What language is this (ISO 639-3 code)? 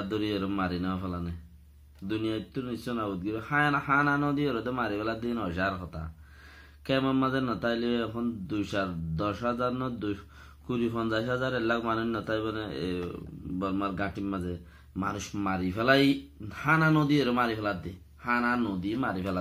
rhg